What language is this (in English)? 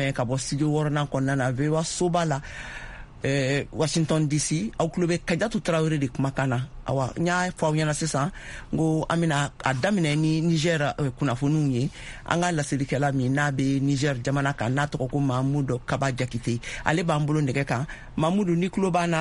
Bambara